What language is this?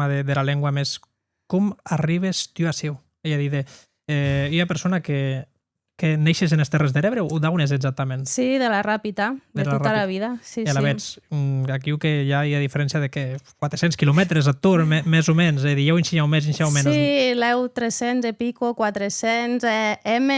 Occitan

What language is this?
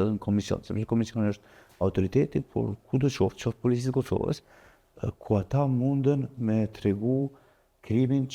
Albanian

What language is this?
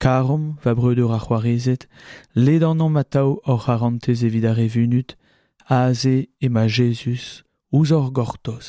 Breton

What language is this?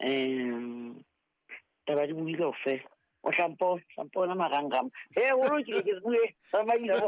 Southern Sotho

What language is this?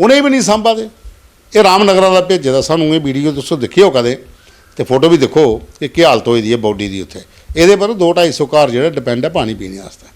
Dogri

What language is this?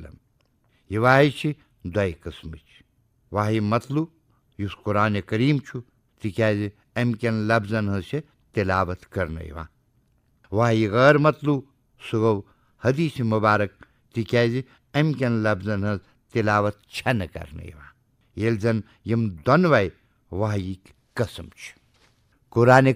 Kashmiri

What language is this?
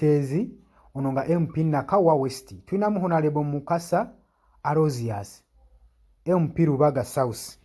Ganda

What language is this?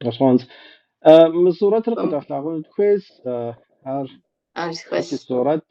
Kabardian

